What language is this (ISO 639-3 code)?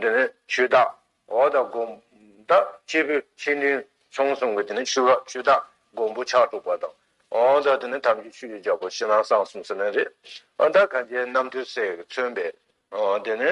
bod